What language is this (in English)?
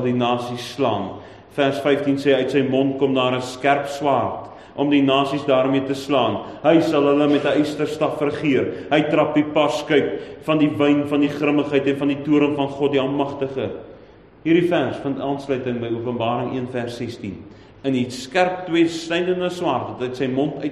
Afrikaans